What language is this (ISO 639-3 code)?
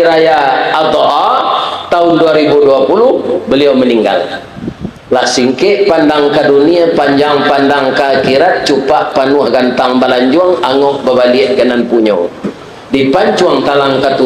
min